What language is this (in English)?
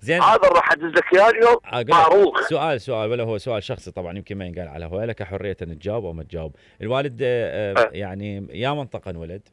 Mesopotamian Arabic